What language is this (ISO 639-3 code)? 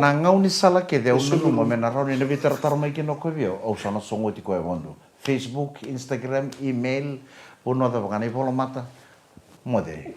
fij